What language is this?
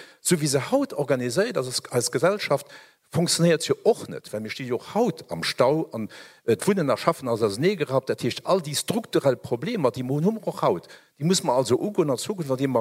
Luxembourgish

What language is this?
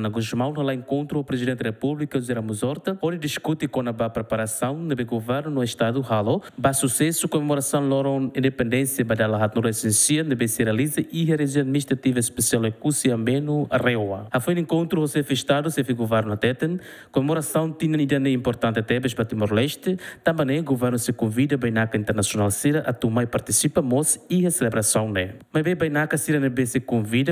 Tetum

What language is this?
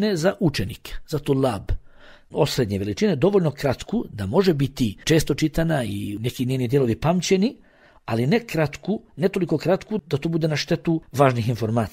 Bosnian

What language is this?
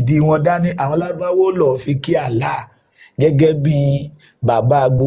Yoruba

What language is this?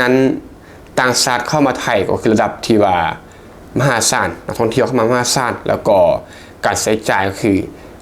Lao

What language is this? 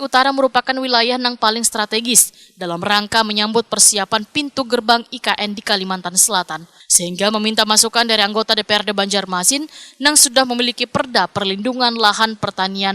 Banjar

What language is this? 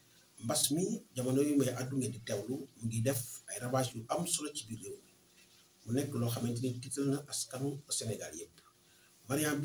Wolof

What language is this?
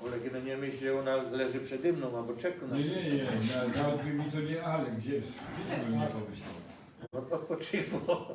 Silesian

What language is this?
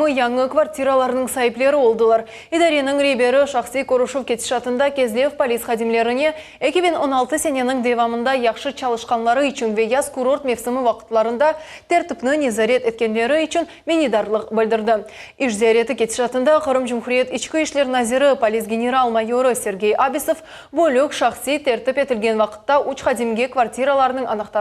Crimean Tatar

